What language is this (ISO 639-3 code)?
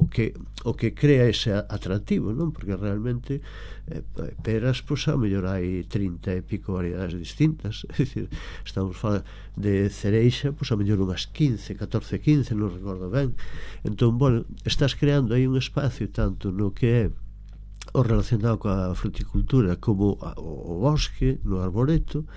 glg